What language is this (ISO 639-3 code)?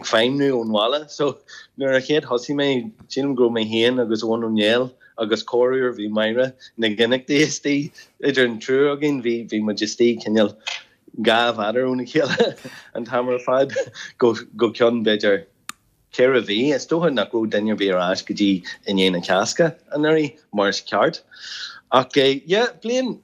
gle